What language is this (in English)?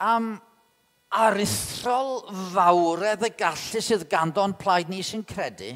Welsh